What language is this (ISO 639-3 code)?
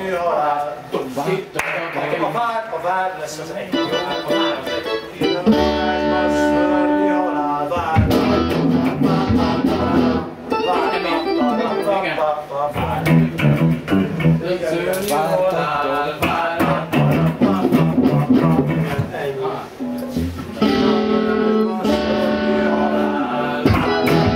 hun